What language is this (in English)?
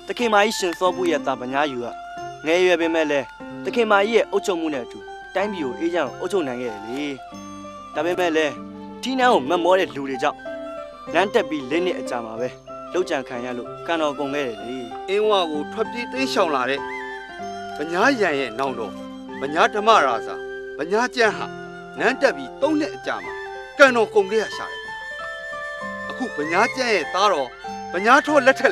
Burmese